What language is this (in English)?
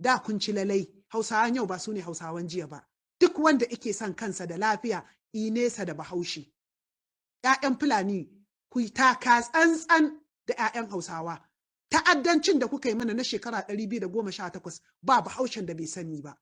Hausa